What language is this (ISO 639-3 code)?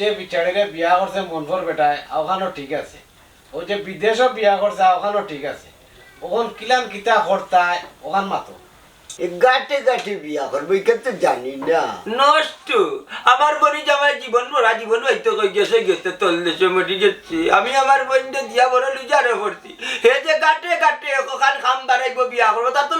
syl